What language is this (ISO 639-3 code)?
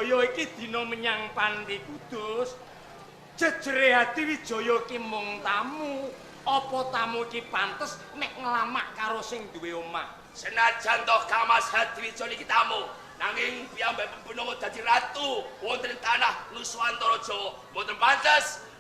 jav